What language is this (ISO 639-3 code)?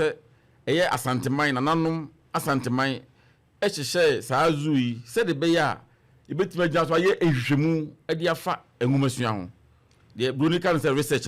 aka